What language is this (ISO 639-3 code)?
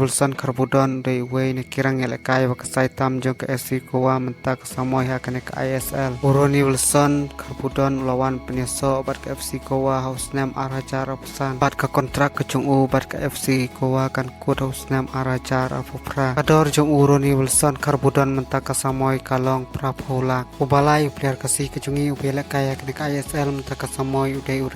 kha